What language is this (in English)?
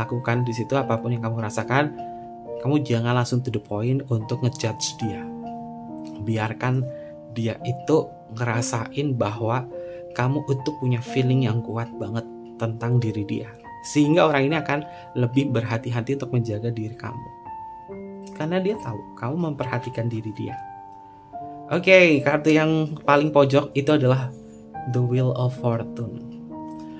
Indonesian